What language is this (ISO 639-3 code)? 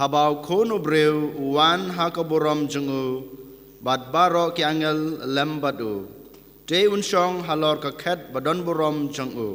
kha